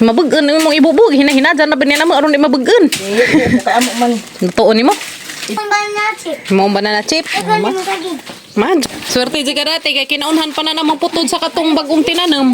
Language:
Cebuano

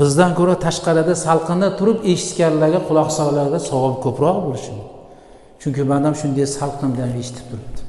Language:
Uzbek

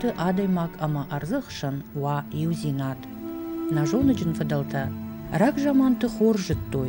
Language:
Ossetic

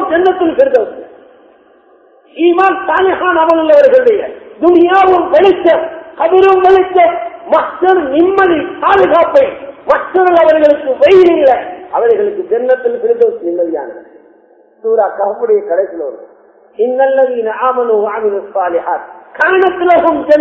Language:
Tamil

